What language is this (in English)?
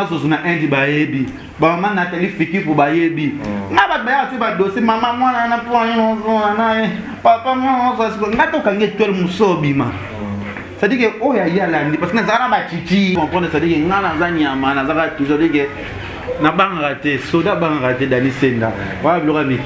Lingala